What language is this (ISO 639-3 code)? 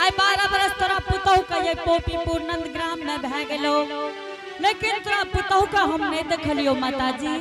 anp